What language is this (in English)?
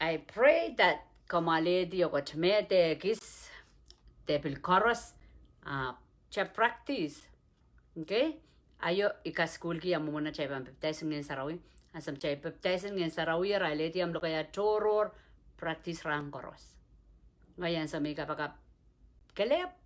Pohnpeian